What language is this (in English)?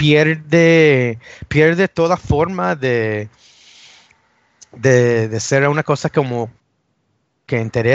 Spanish